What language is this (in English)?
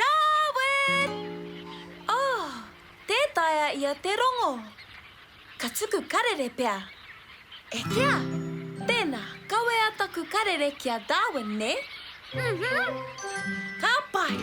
Māori